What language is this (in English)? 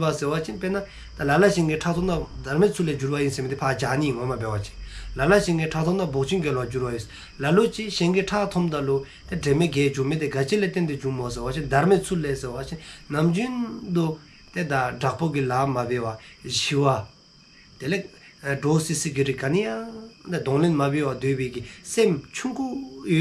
Dzongkha